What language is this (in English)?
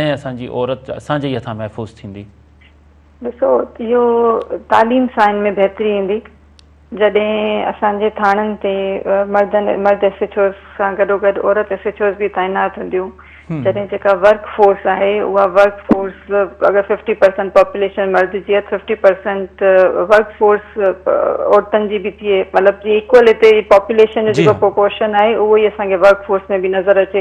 Sindhi